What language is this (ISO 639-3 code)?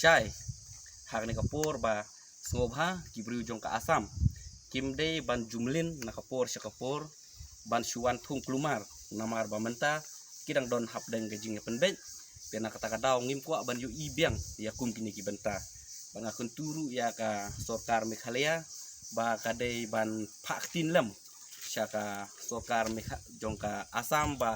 kha